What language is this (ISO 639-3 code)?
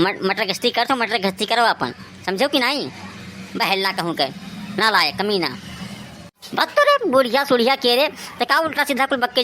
awa